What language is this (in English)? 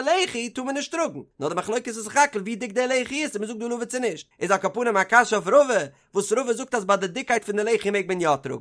Yiddish